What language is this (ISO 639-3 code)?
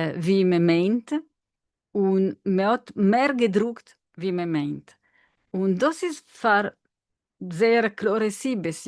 yid